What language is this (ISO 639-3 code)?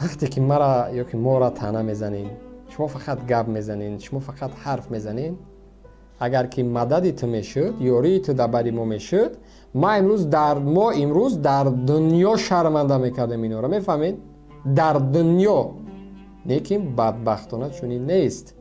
tgk